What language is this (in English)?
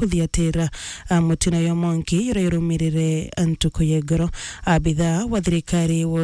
Meru